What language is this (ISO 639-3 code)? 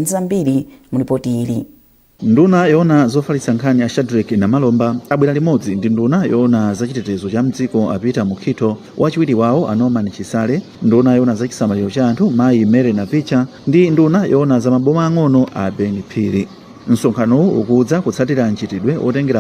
nya